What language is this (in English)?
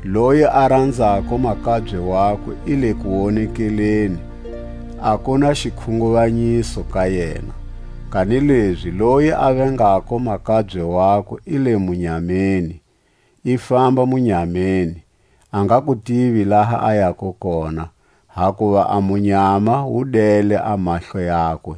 Tswa